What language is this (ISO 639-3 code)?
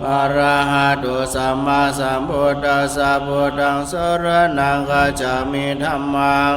pli